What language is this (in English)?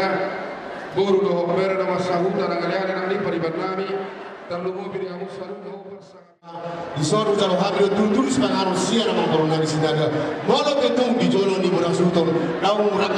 Batak Toba